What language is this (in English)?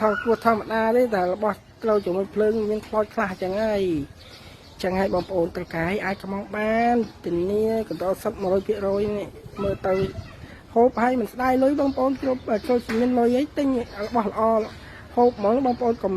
Khmer